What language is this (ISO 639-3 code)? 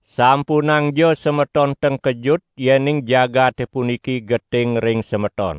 ban